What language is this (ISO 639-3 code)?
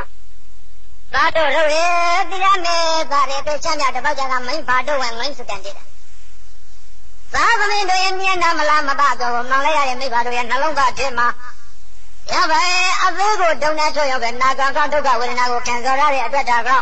mya